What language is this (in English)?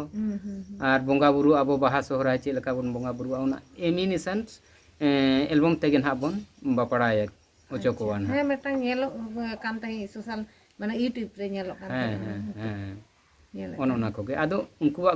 Santali